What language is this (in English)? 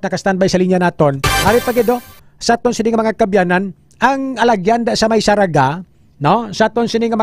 Hiligaynon